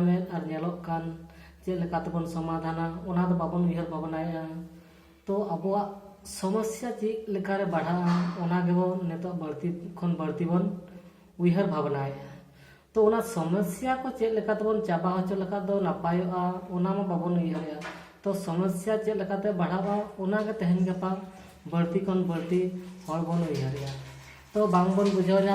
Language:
Santali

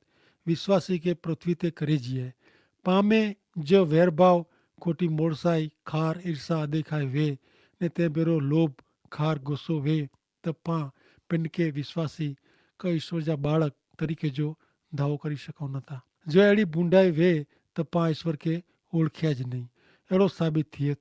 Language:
Kachhi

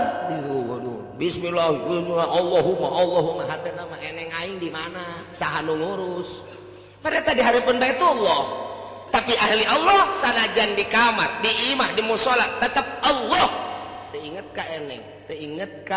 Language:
Sundanese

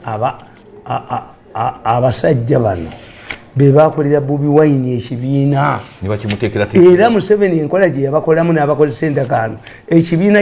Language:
Ganda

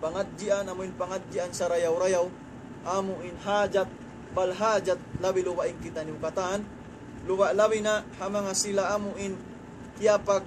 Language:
Tausug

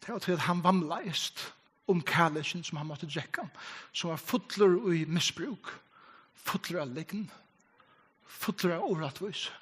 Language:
Faroese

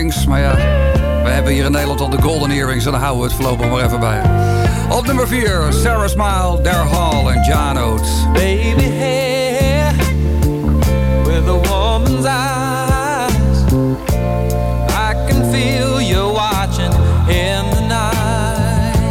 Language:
Dutch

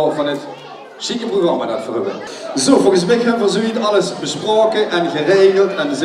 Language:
Limburgish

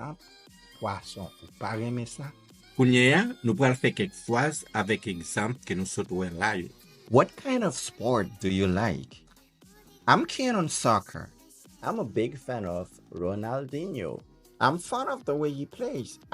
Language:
Haitian Creole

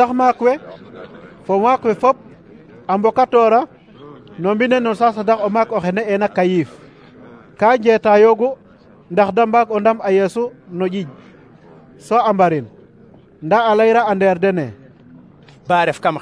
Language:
Serer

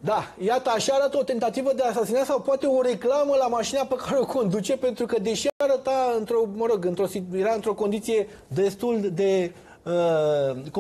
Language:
Romanian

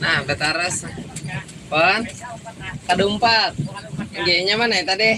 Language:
Banjar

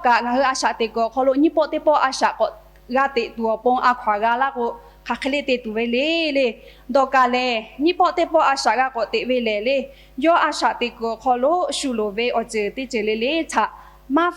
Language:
Lahu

